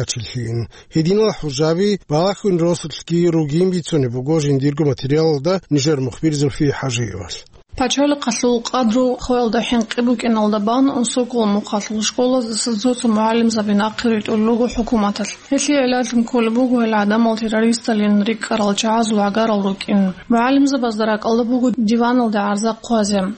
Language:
Avaric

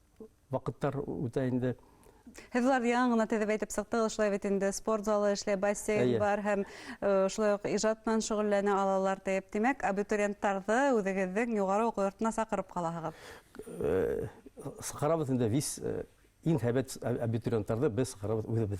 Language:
Bashkir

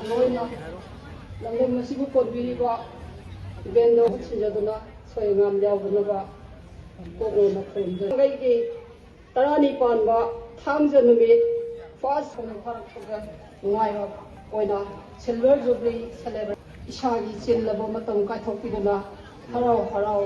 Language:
Manipuri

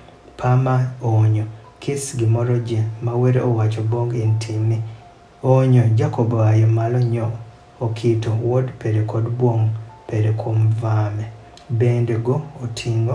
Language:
Adhola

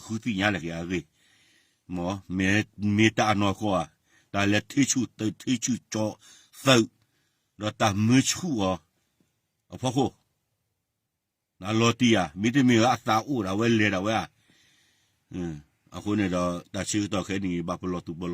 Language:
S'gaw Karen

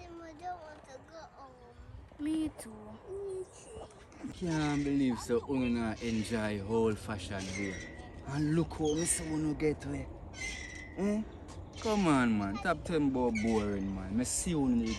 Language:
Jamaican Creole English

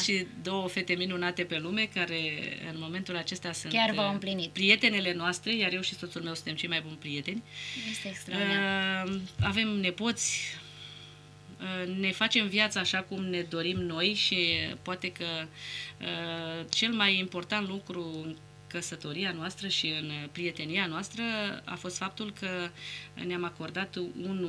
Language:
Romanian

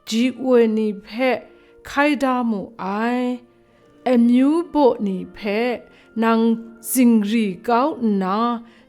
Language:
Kachin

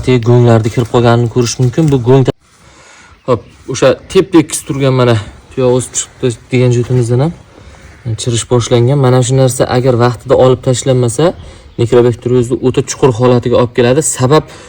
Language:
Uzbek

